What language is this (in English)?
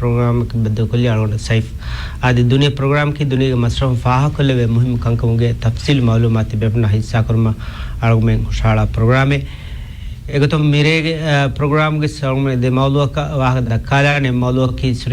Divehi